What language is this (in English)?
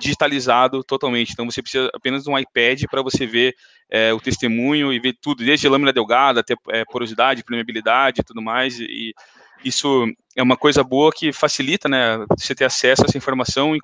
Portuguese